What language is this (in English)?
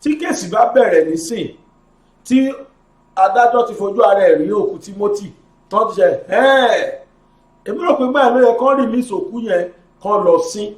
Yoruba